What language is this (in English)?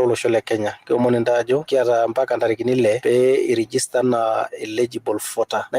Masai